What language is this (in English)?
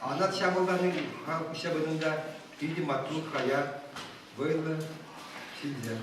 Chuvash